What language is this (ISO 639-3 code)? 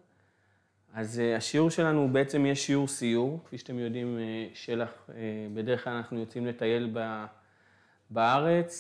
heb